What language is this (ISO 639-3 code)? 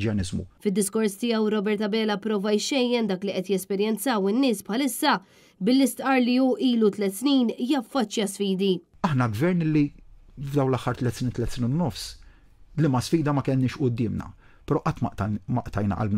mlt